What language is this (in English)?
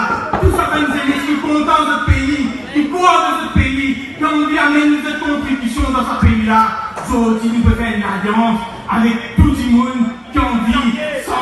Morisyen